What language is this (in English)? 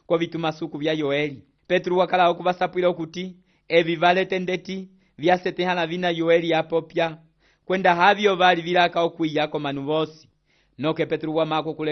Umbundu